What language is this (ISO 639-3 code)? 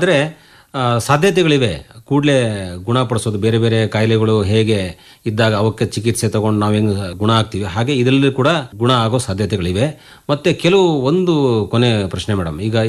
kan